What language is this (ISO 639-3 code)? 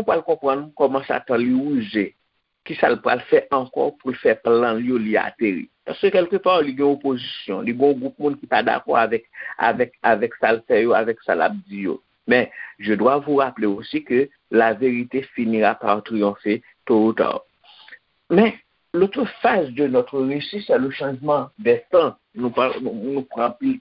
hat